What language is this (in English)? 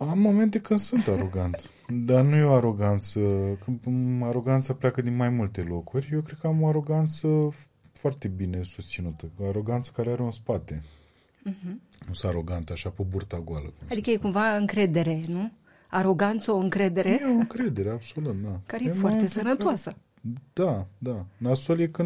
Romanian